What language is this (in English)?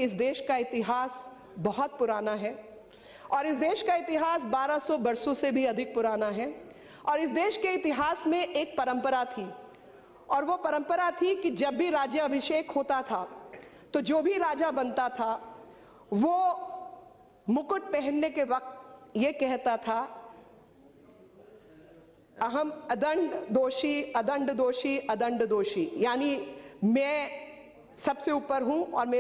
Hindi